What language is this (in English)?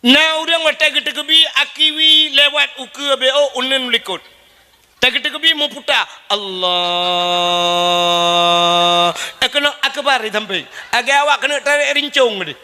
Achinese